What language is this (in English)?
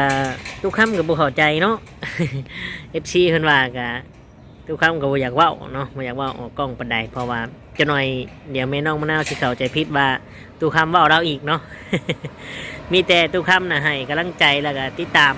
Lao